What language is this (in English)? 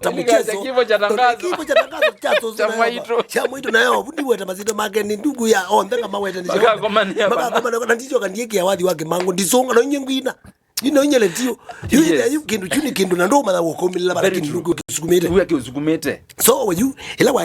Kamba